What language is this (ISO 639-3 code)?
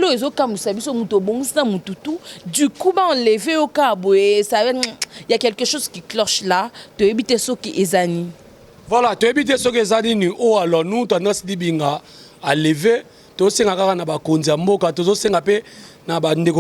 lin